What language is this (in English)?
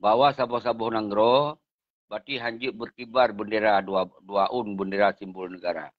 Achinese